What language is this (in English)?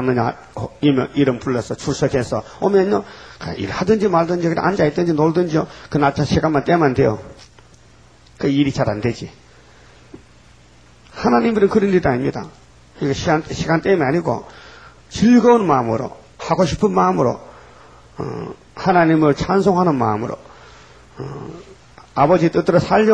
Korean